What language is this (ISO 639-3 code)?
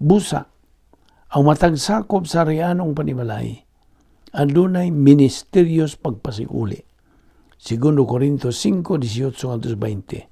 ceb